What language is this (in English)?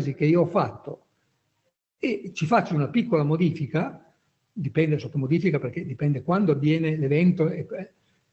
Italian